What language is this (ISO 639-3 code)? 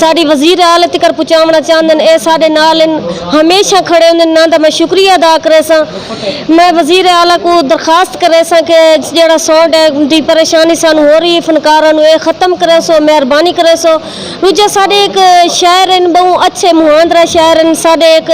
skr